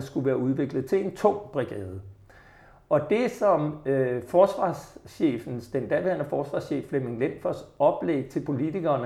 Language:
Danish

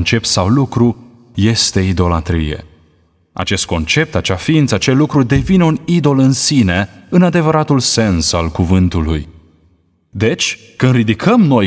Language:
Romanian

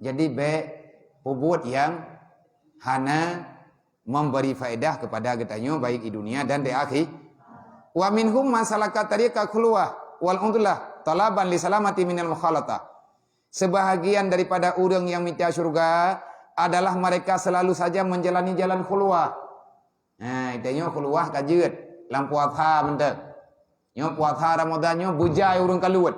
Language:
Achinese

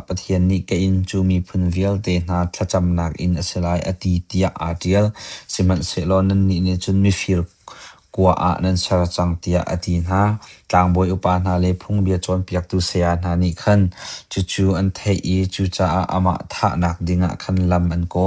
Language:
Hakha Chin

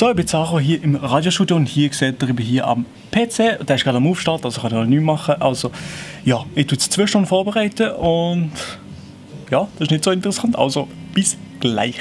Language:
Swiss German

